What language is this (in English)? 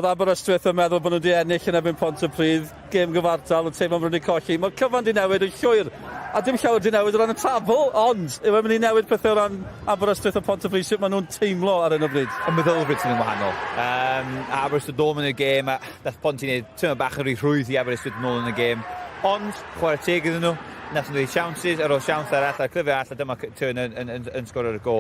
Welsh